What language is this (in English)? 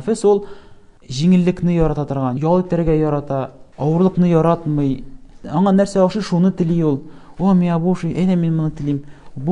Tatar